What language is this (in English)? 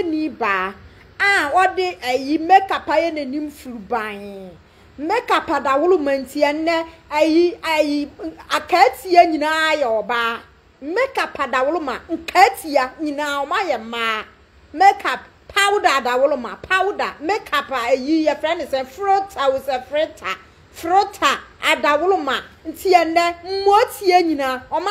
Akan